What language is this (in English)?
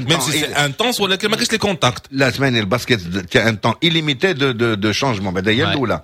Moroccan Arabic